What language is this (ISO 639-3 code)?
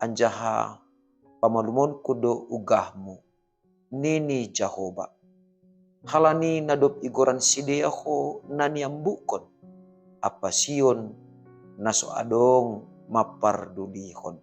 bts